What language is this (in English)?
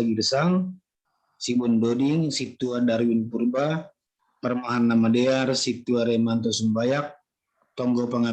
Batak Simalungun